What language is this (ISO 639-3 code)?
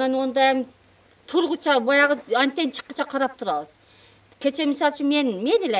kir